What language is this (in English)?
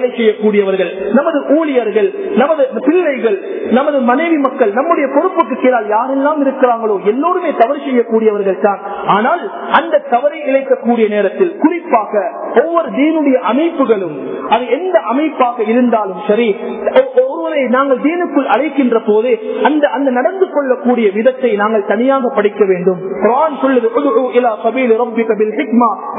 Tamil